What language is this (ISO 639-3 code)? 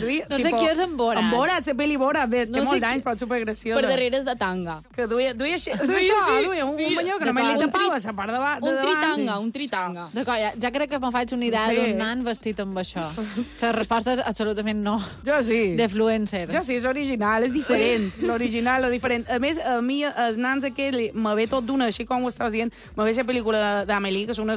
cat